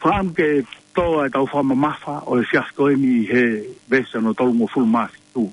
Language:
Tongan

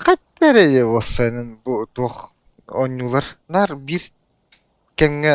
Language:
Yakut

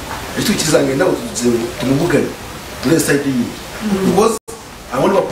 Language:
Nyankole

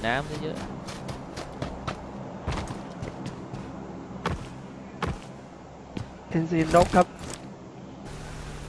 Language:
Thai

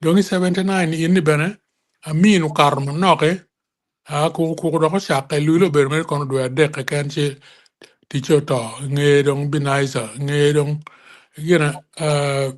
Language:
Acoli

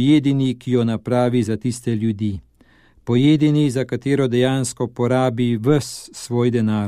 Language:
Slovenian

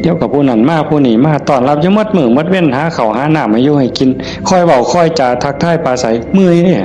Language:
Northeastern Thai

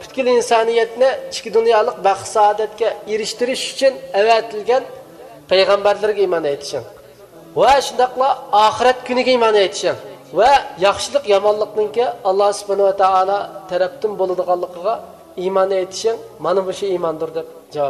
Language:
Uyghur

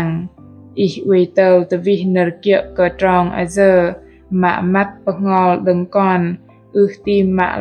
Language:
Bahnar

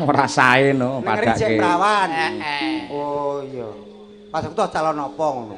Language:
Javanese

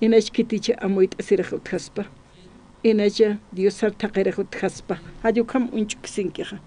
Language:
Aymara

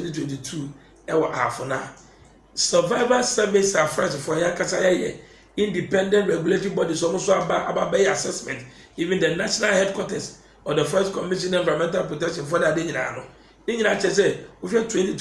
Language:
Akan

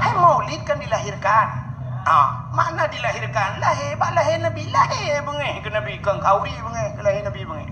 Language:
Achinese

